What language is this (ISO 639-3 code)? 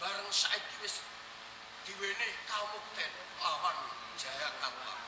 jav